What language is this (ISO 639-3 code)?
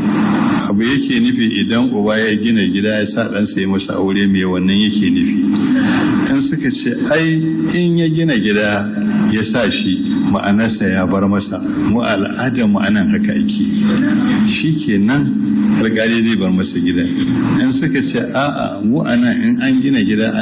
hau